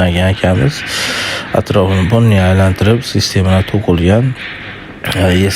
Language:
Uzbek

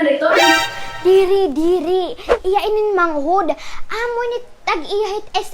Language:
Waray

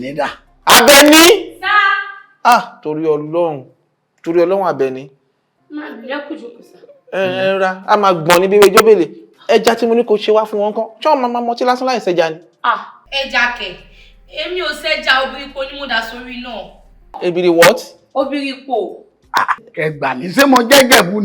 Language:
Yoruba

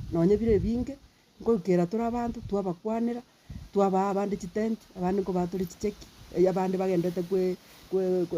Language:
Gusii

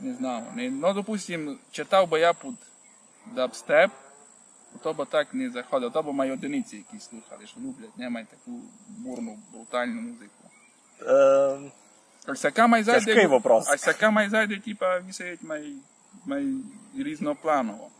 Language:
Rusyn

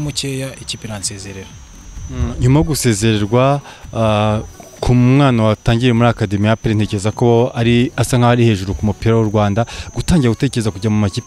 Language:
Kinyarwanda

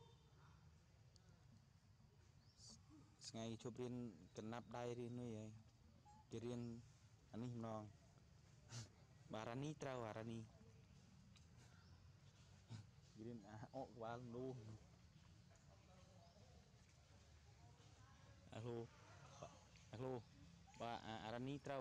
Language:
Vietnamese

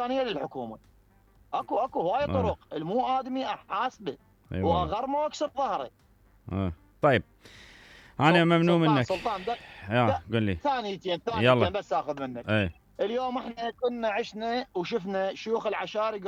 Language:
Mesopotamian Arabic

